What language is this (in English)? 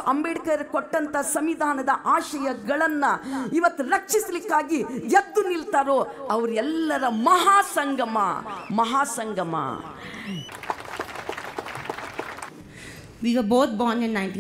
Kannada